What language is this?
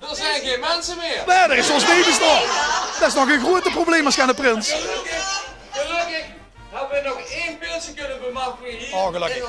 Limburgish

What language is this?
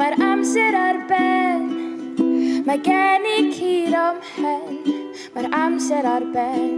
Welsh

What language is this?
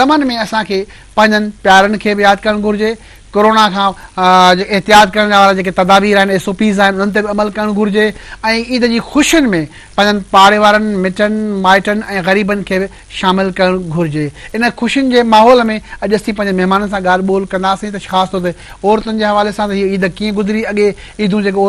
Sindhi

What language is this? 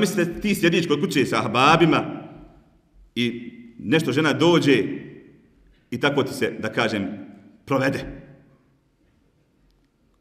Bosnian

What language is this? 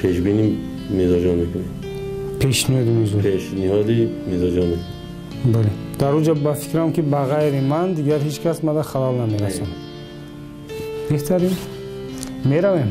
Tajik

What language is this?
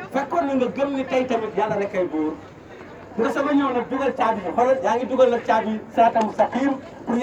Wolof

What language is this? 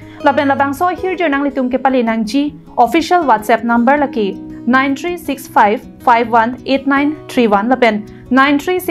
Karbi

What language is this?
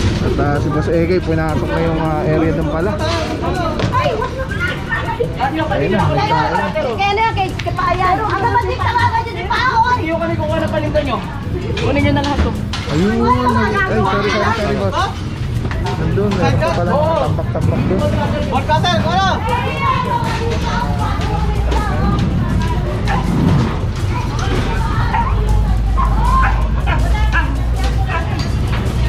Filipino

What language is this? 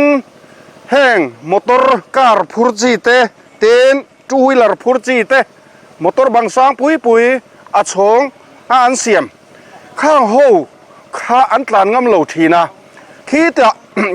Mizo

